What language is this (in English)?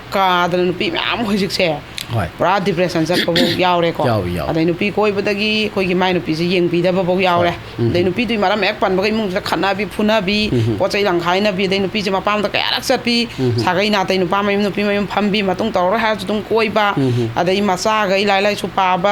Manipuri